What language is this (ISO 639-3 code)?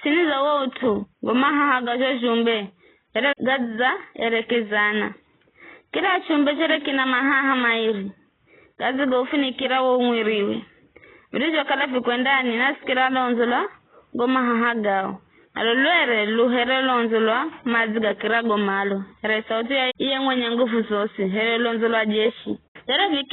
nyf